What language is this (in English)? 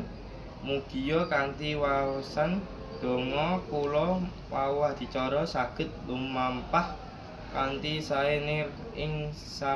Javanese